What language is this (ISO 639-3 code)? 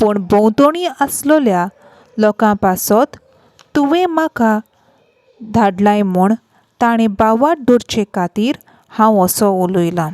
kok